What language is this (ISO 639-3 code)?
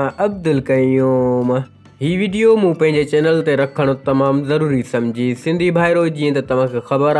snd